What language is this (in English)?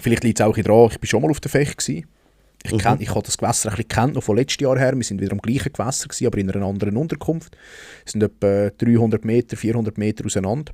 Swiss German